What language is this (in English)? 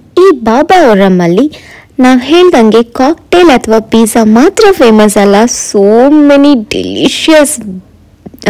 Kannada